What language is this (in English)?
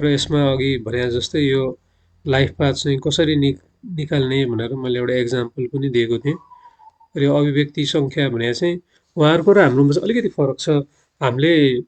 Nepali